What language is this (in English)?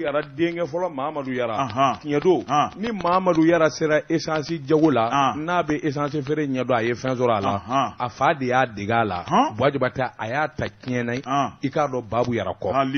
Bambara